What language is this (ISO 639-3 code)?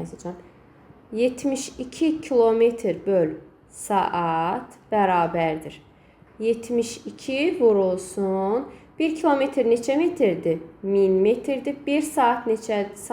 aze